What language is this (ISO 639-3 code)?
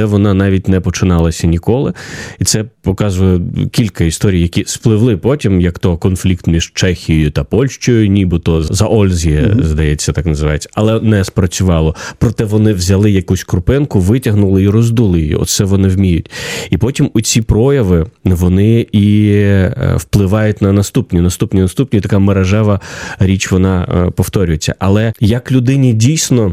ukr